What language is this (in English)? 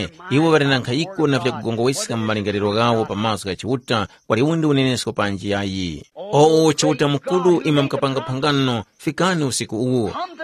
Tumbuka